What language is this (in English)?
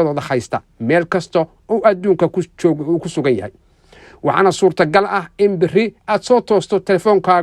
Somali